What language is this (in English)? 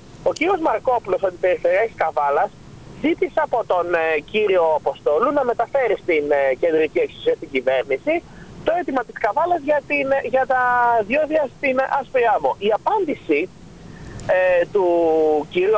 Greek